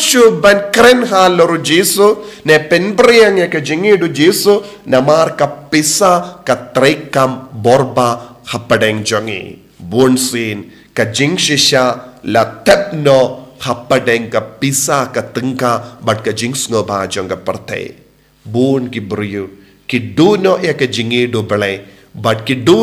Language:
Khasi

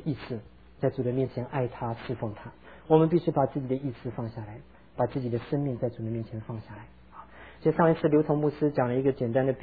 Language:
Chinese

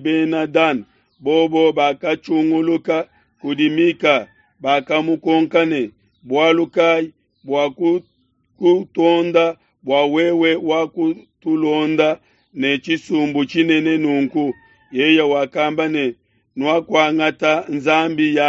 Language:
Luba-Lulua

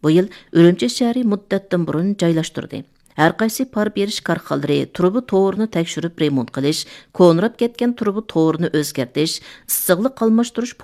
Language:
Uyghur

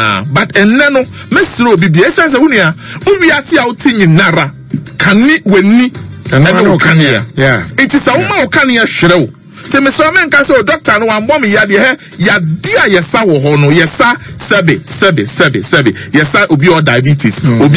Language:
Akan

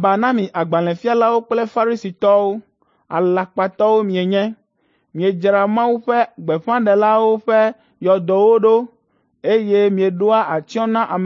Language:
Ewe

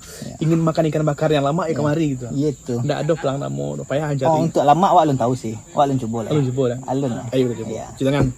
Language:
Minangkabau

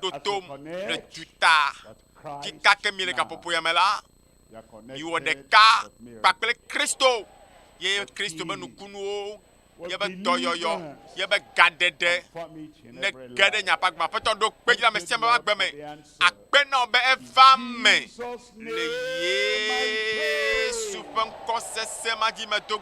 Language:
Ewe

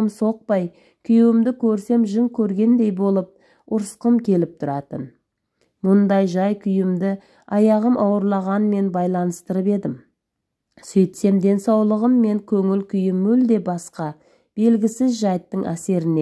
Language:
Kazakh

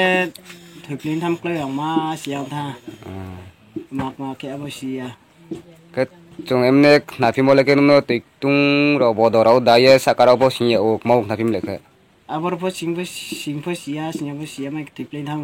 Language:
Riang (India)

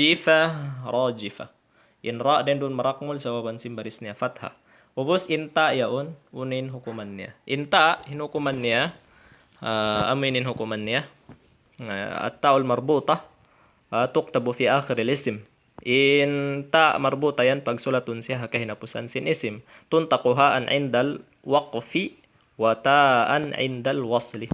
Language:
Tausug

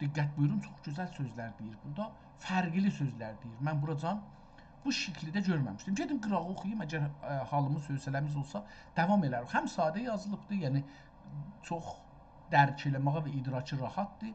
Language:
South Azerbaijani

